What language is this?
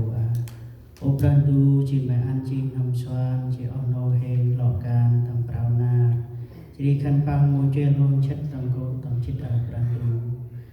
Central Mnong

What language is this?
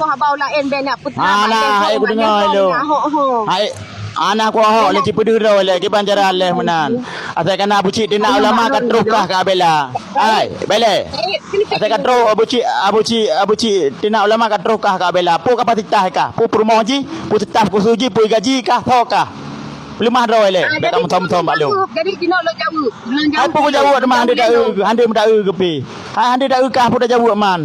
Achinese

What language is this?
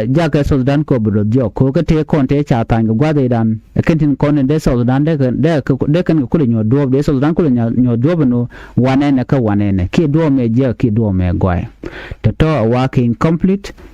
Nuer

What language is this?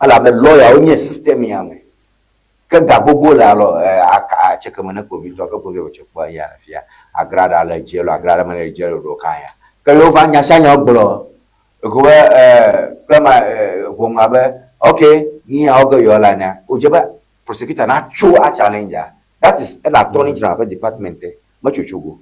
Ewe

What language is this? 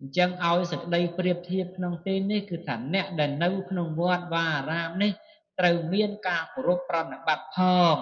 Khmer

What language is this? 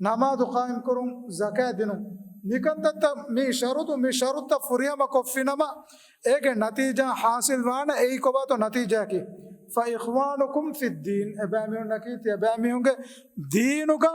Divehi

